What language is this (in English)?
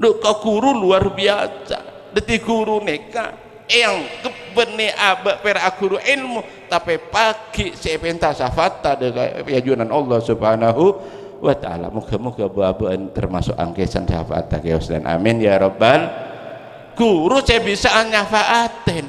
Madurese